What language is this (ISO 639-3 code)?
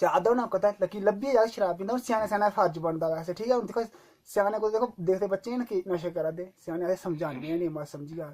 doi